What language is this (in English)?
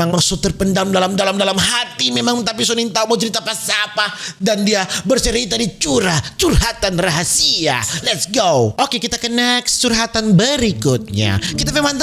Manado Malay